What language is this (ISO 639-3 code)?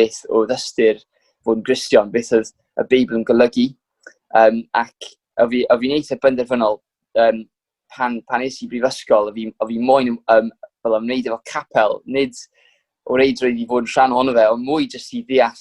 cym